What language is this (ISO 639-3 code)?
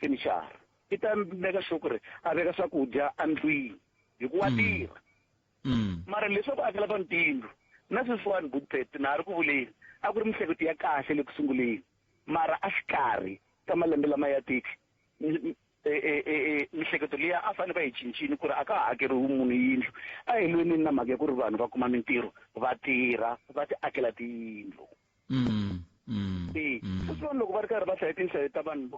tso